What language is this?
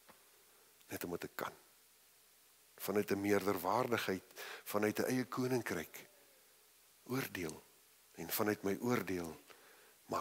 Afrikaans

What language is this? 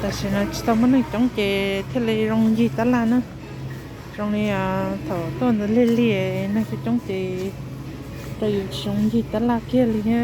Hmong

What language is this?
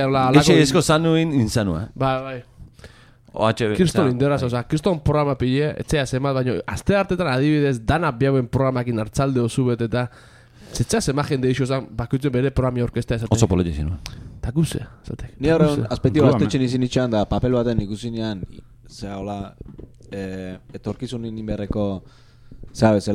Basque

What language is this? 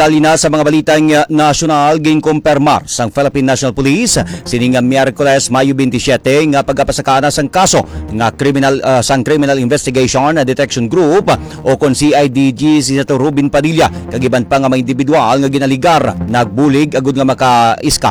Hiligaynon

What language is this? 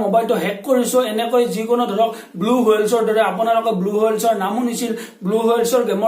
Assamese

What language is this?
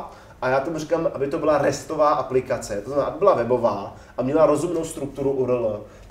Czech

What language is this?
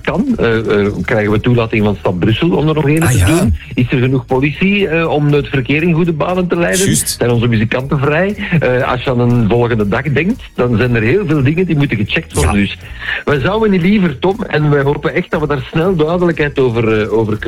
Dutch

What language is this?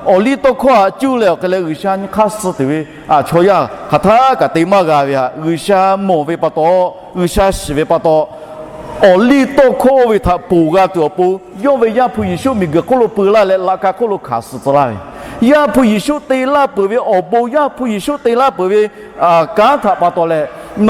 Lahu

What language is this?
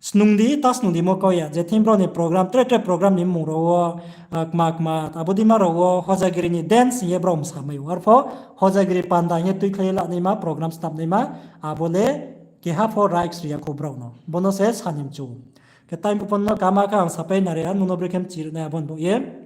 Riang (India)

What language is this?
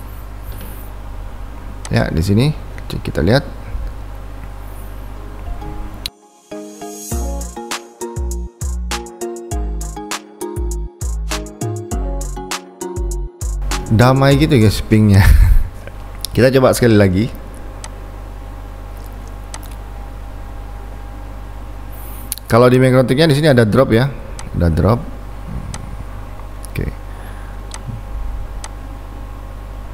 Indonesian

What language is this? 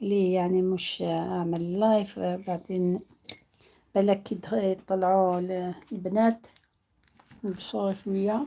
Algerian Arabic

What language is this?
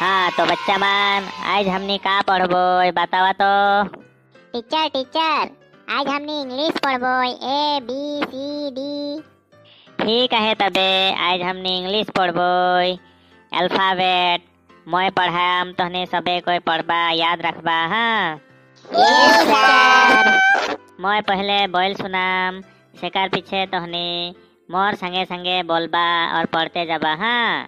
Sadri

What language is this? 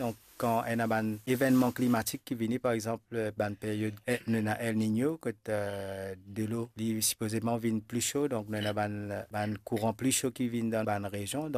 Morisyen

